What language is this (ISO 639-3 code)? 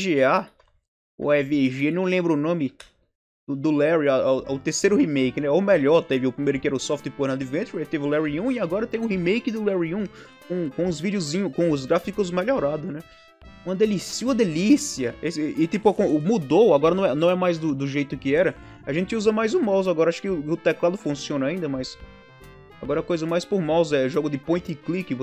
por